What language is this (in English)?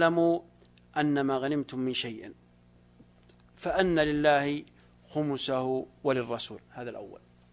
Arabic